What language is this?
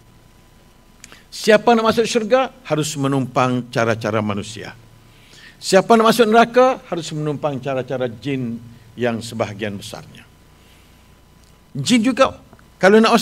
Malay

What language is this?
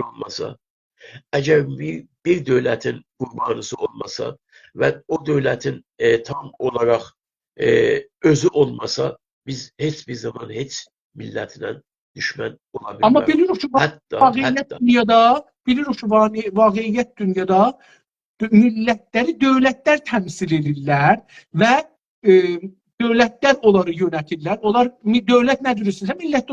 South Azerbaijani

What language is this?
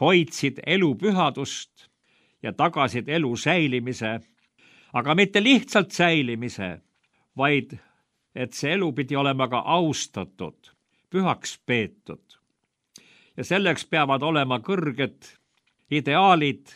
Estonian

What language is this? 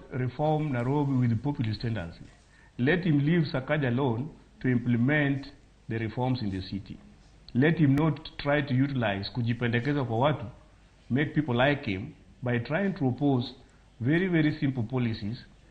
Luo (Kenya and Tanzania)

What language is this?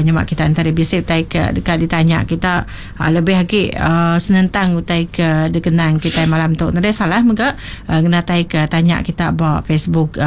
Iban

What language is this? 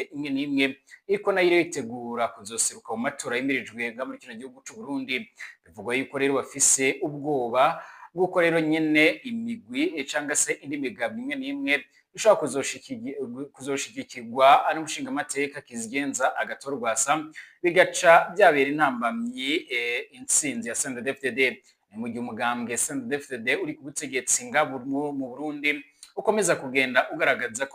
Rundi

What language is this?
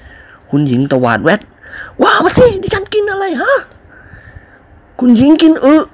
Thai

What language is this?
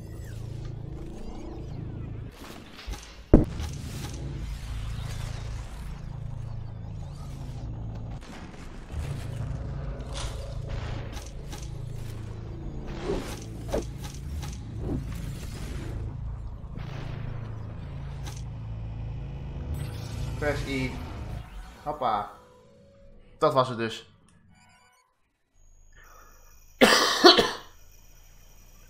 Dutch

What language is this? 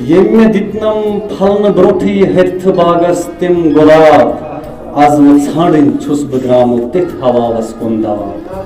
Kashmiri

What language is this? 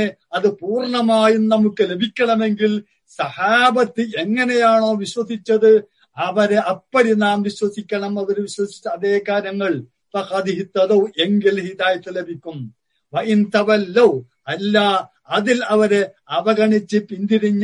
Malayalam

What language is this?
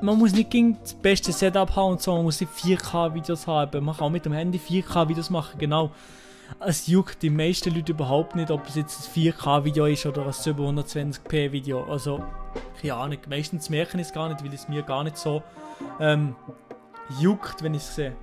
Swiss German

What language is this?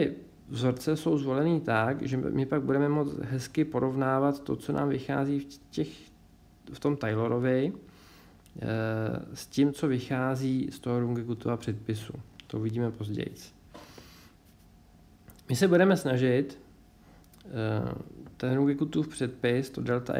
Czech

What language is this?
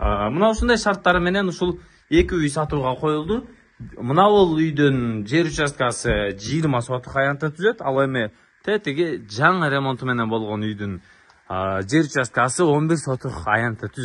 Kyrgyz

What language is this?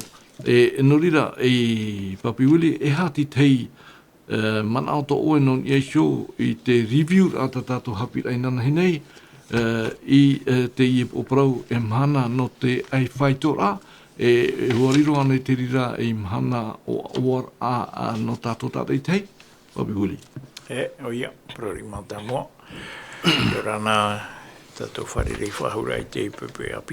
Tahitian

